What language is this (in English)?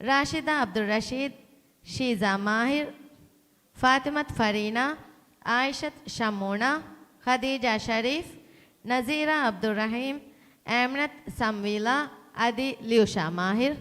Divehi